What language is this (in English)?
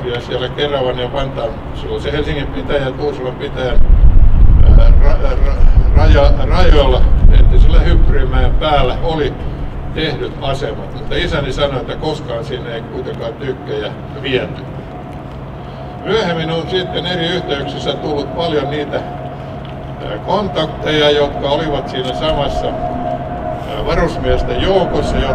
Finnish